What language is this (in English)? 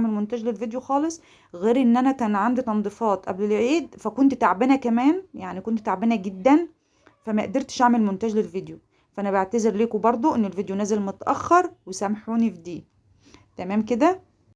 Egyptian Arabic